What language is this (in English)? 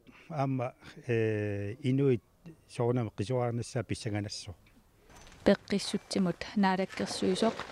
Kalaallisut